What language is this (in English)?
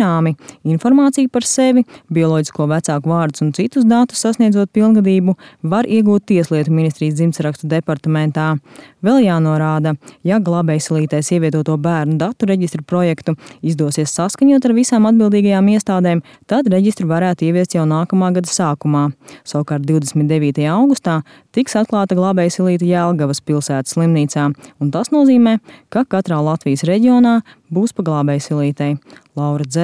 Latvian